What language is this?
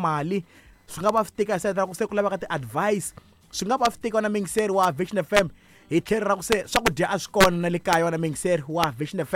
Tsonga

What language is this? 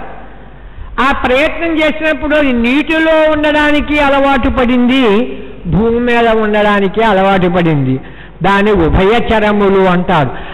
Telugu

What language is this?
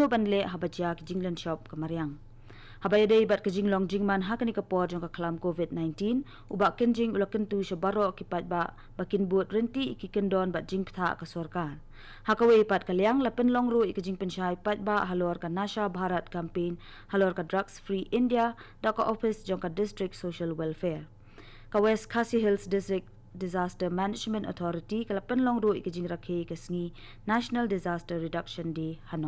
Khasi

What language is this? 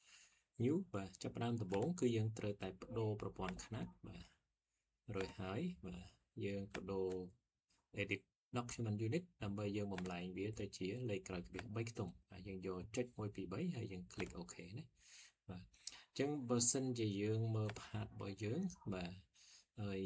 Khmer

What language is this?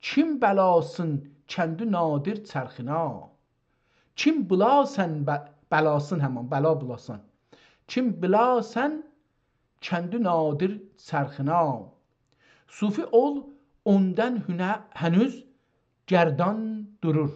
South Azerbaijani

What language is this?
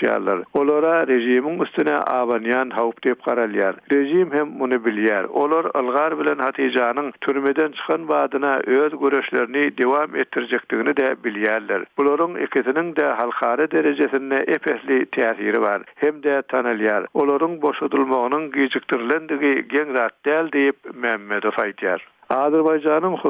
Turkmen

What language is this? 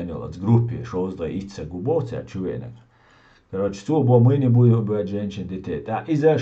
Chechen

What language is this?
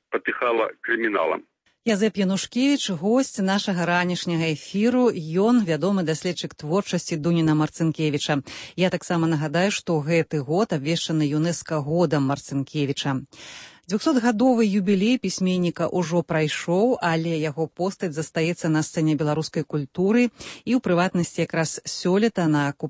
Belarusian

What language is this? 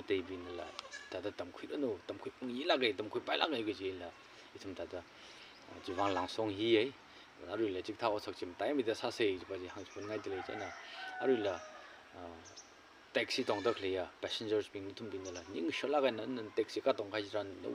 Tangkhul Naga (India)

